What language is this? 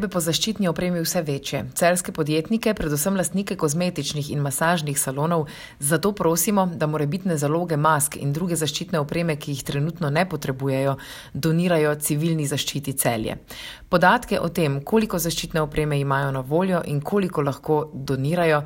Slovenian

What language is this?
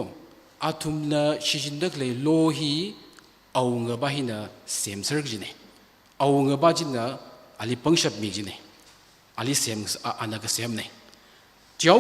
Tangkhul Naga (India)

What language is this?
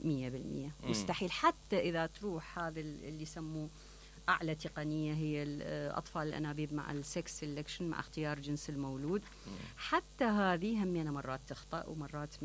Mesopotamian Arabic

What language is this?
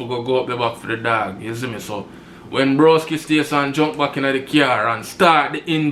Jamaican Creole English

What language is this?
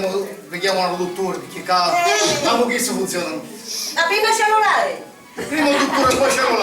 Sicilian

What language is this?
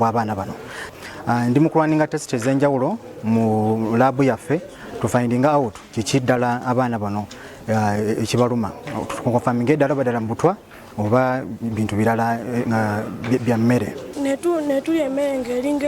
Ganda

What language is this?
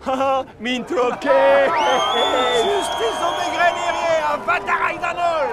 Breton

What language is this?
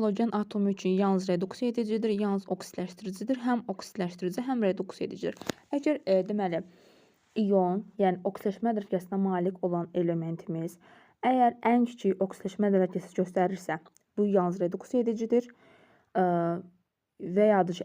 Azerbaijani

